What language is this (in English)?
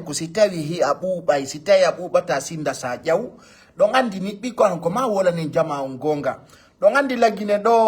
Fula